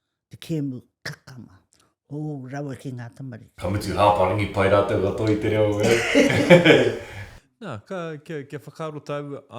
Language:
Māori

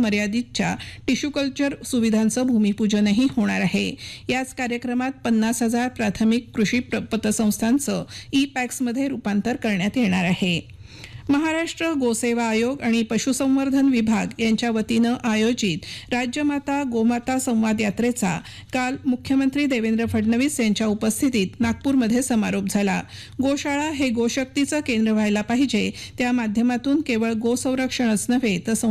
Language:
Marathi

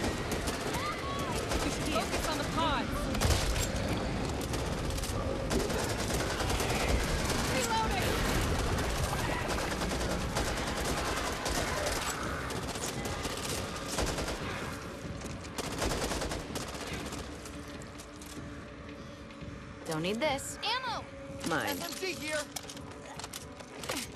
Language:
English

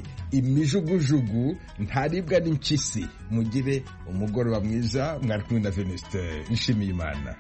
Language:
Kinyarwanda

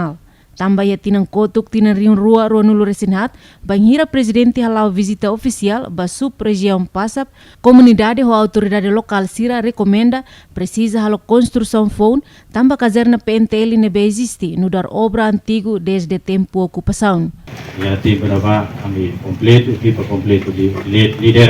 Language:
Tetum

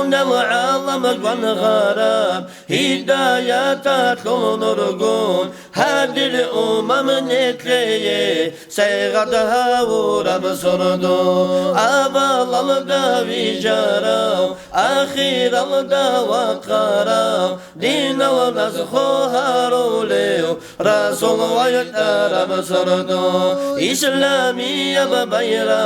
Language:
Avaric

